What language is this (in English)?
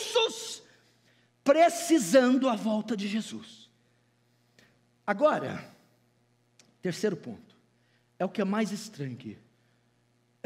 Portuguese